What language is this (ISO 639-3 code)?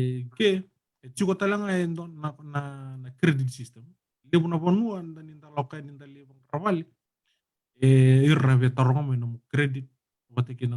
fij